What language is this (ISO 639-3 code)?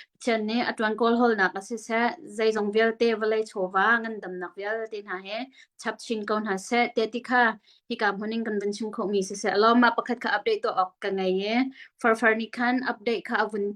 cnh